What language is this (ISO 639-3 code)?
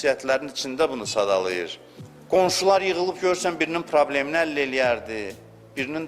aze